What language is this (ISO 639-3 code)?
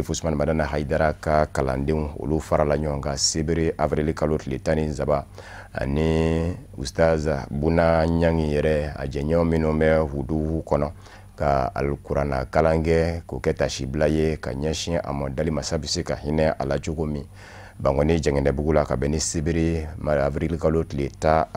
bam